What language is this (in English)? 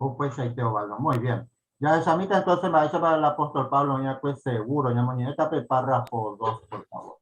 Guarani